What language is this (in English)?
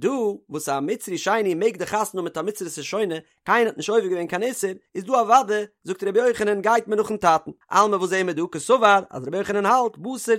Yiddish